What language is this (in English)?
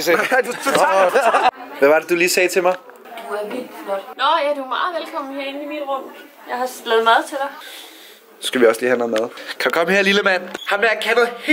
Danish